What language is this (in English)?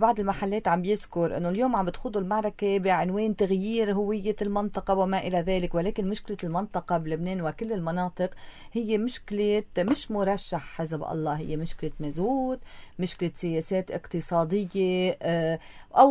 North Levantine Arabic